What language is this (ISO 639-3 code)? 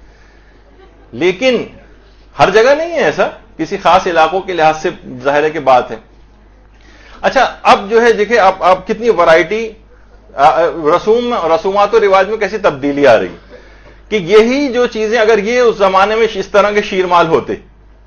urd